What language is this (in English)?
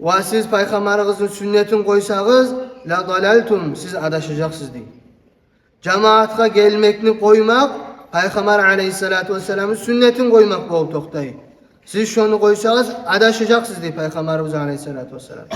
Kumyk